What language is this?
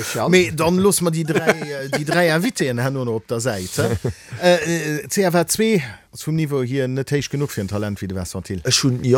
Luxembourgish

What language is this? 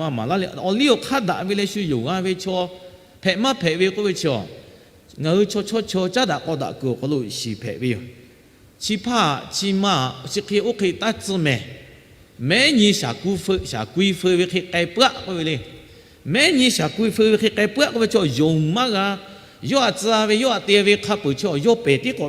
Lahu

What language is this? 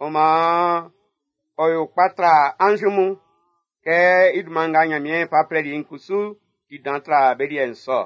Baoulé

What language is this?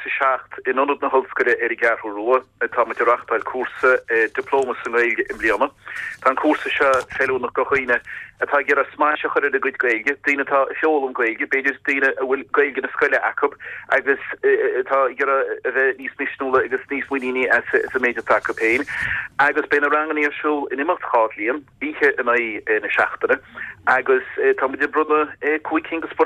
Irish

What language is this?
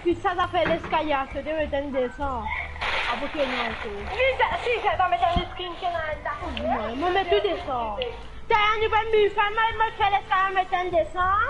Morisyen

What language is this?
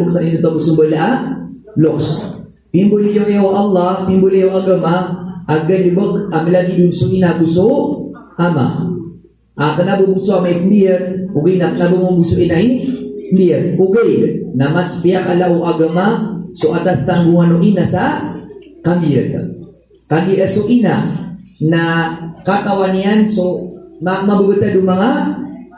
Maranao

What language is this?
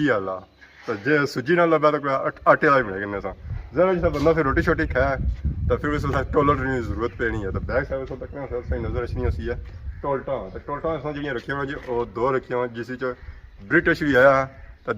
Pahari-Potwari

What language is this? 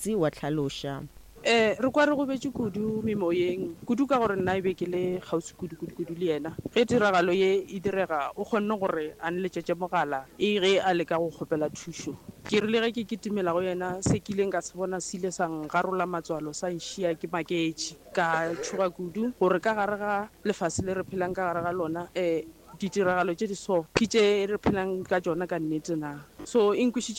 Northern Sotho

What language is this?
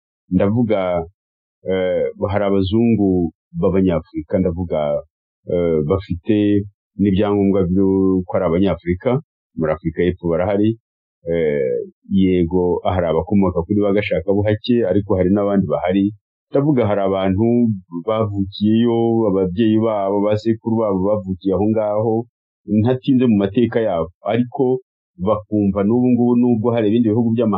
Kinyarwanda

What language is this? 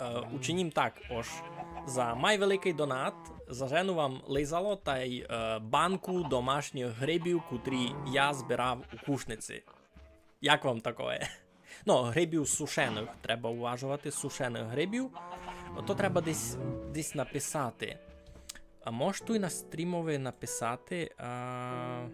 Rusyn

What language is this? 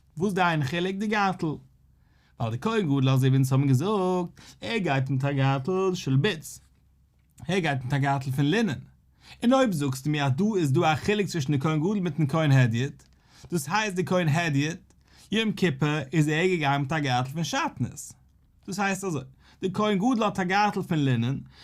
Yiddish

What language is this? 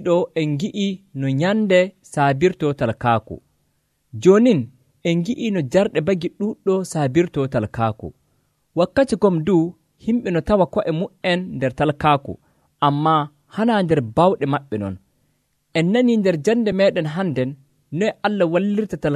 Nigerian Fulfulde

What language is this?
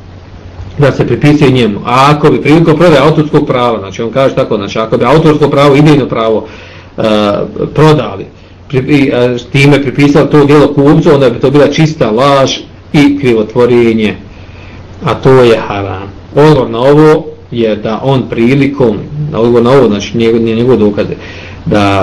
Bosnian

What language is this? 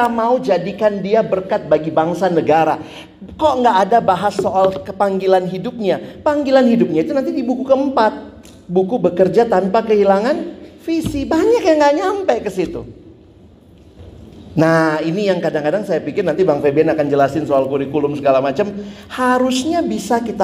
Indonesian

